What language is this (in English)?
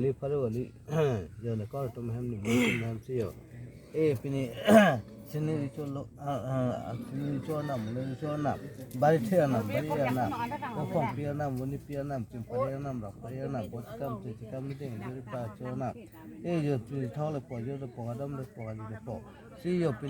Karbi